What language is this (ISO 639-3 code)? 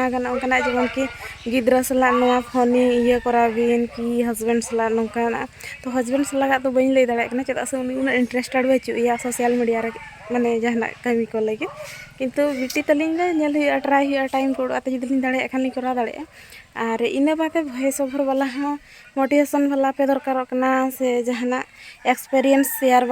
sat